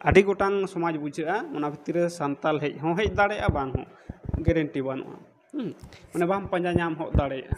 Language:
Santali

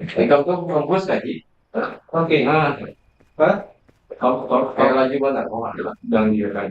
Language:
Banjar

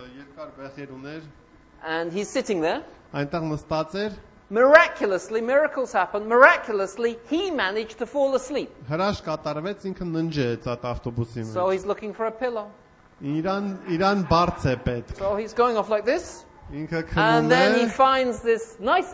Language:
Armenian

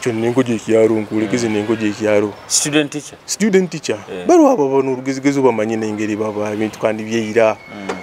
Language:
Nyoro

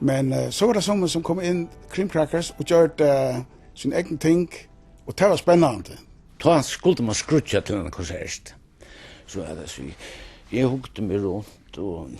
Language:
Faroese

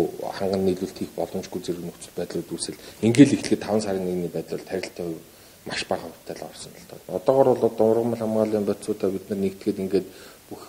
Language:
Mongolian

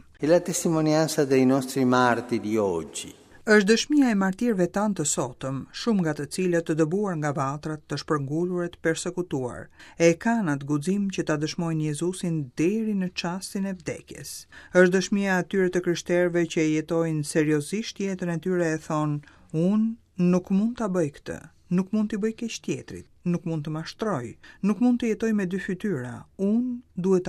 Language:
Albanian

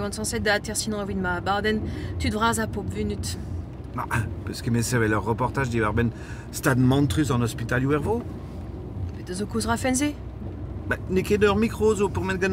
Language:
Breton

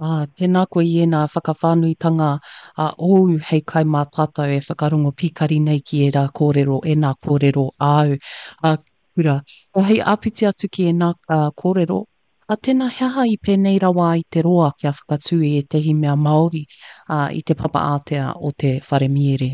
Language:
Māori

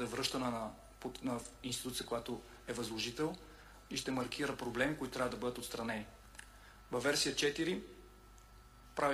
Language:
Bulgarian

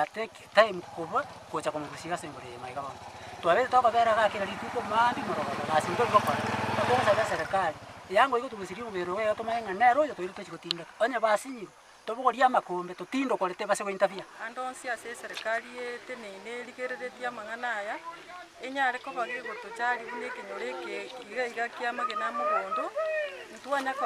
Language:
Gusii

